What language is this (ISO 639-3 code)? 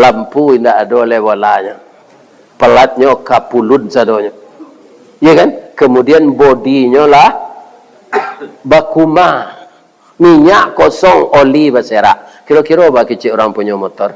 min